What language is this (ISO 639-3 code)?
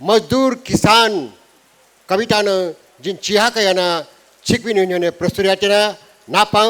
new